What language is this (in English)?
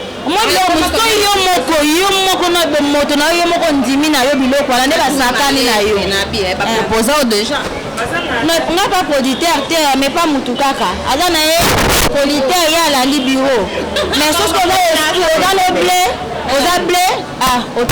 Lingala